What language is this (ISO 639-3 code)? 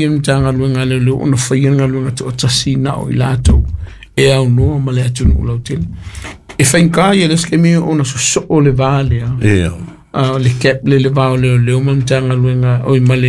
smo